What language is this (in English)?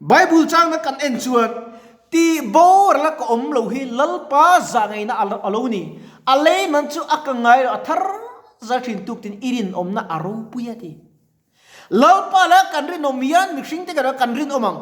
Mizo